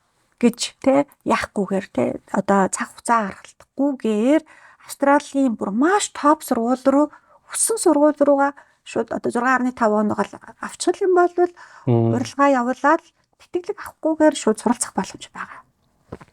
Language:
Mongolian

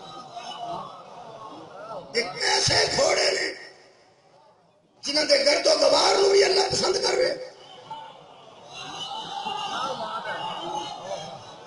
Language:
Urdu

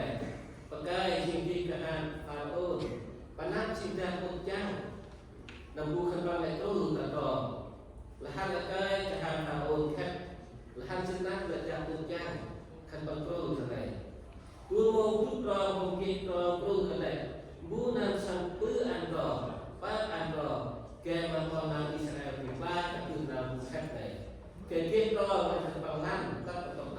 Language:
Central Mnong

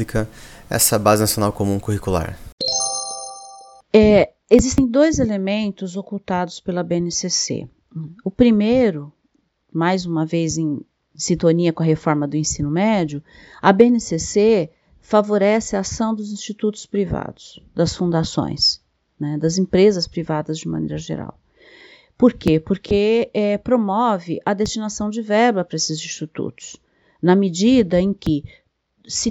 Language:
Portuguese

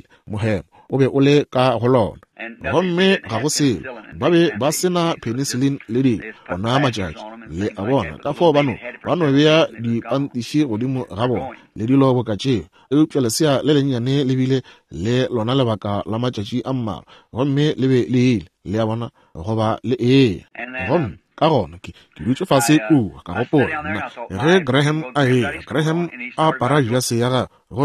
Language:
Northern Sotho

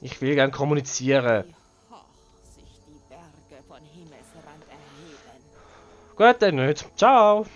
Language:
Swiss German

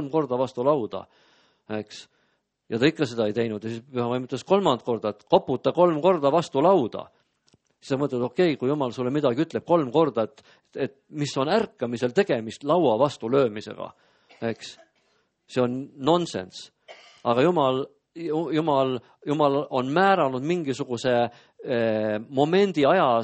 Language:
Estonian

